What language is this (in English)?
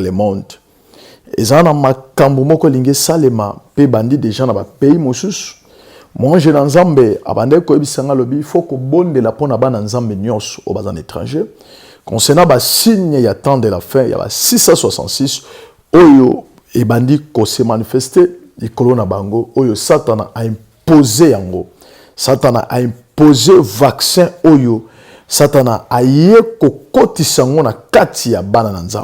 Lingala